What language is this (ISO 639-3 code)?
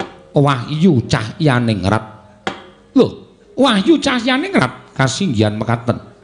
jav